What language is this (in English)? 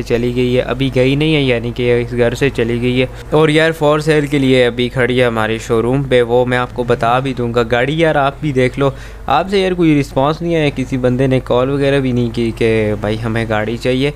Hindi